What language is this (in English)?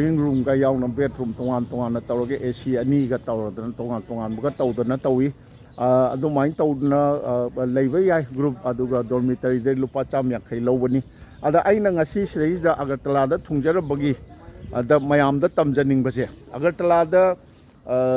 Manipuri